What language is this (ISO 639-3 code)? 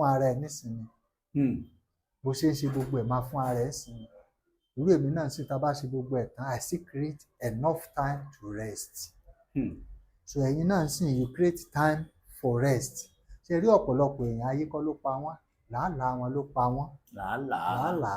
yor